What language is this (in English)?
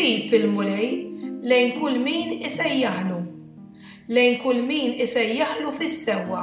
Maltese